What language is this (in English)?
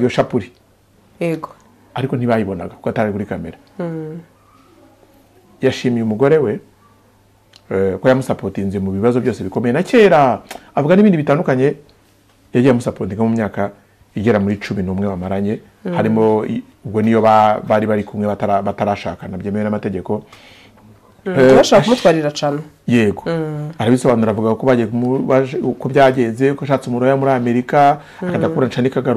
Kinyarwanda